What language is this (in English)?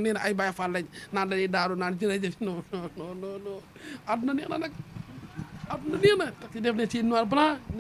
Wolof